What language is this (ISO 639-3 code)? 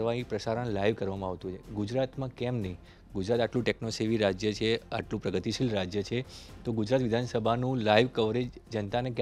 guj